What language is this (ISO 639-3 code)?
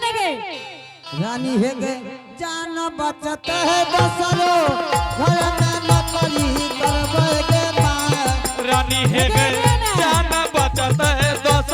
anp